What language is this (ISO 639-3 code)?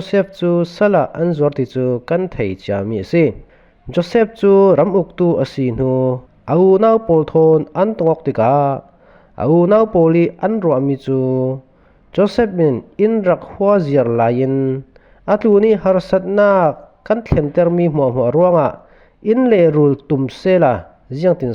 cfm